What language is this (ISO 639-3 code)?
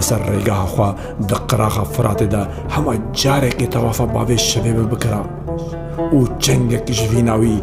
kur